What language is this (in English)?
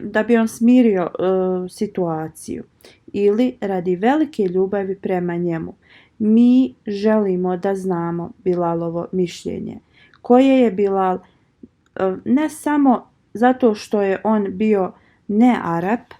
Bosnian